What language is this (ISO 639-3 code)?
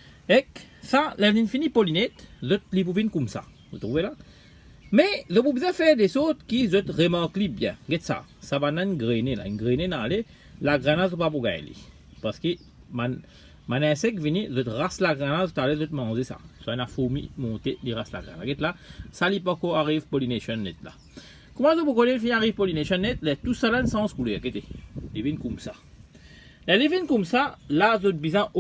mfe